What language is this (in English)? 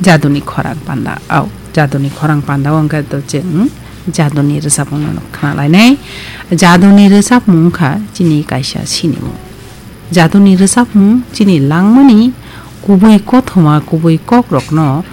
Kok Borok